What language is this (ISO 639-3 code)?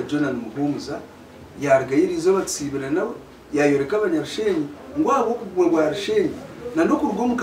nyn